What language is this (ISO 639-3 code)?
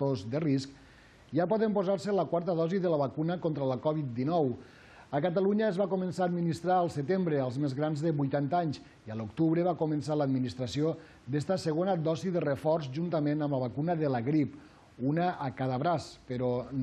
cat